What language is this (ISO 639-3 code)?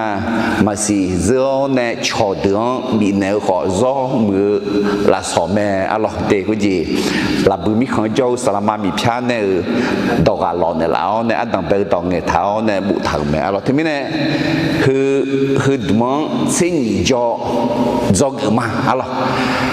ahk